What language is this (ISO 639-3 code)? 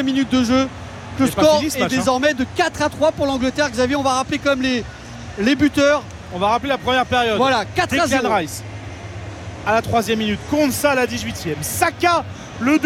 fra